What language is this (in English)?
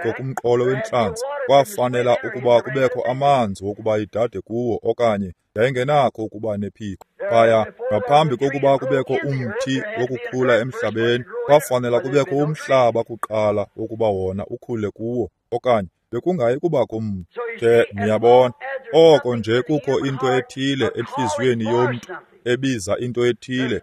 Xhosa